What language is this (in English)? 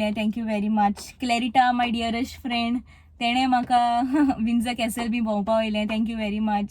Konkani